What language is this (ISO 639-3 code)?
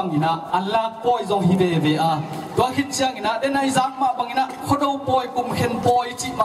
ctd